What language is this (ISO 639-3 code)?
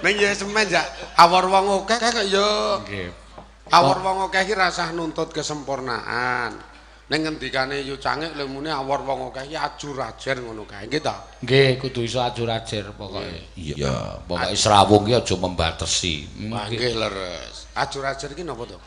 jav